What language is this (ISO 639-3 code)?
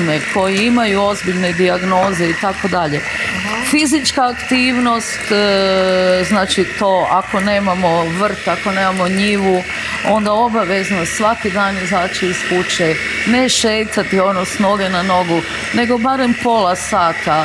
hrv